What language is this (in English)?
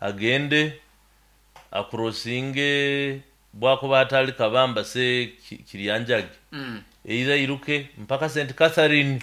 Nyoro